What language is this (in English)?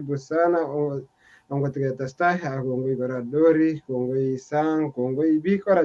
Kalenjin